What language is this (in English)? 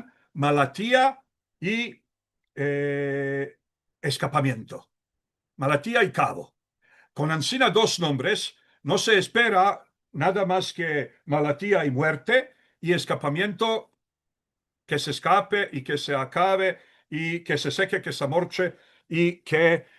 Ladino